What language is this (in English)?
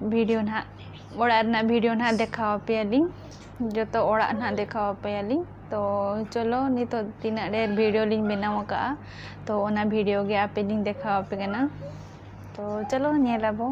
Santali